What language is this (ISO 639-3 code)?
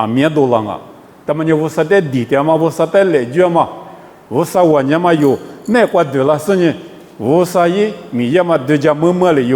lis